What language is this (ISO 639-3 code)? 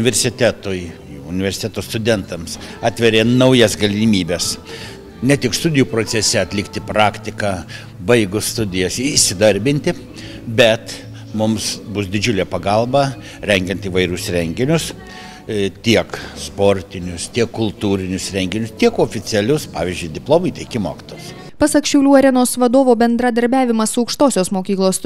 lit